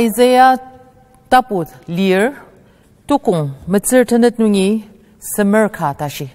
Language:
Ao Naga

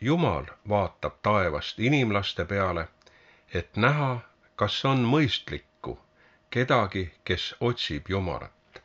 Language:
Estonian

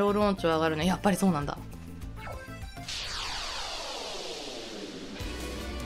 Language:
Japanese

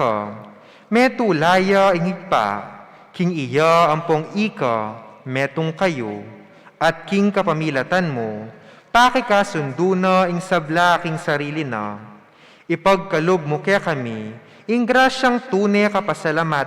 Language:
Pampanga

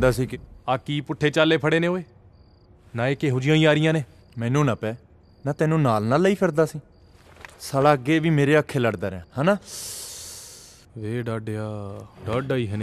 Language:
Punjabi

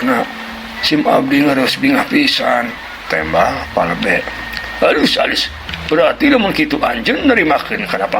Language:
Sundanese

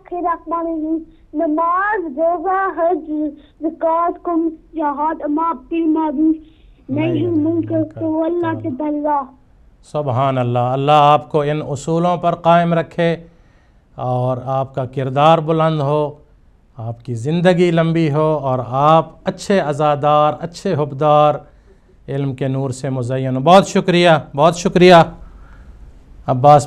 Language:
Urdu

